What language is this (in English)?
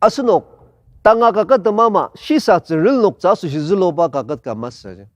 Ao Naga